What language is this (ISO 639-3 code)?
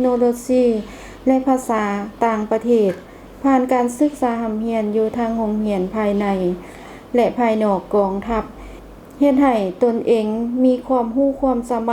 lao